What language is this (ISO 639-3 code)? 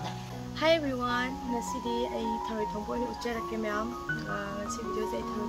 mni